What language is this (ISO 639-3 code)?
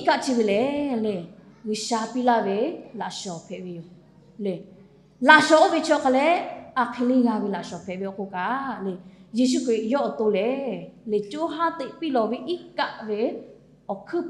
lhu